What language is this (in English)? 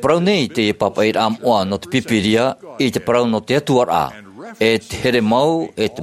Tahitian